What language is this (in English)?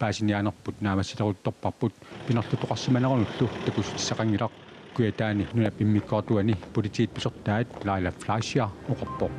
Kalaallisut